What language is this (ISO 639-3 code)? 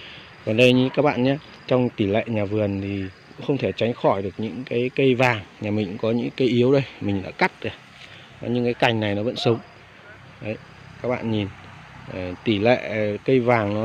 vie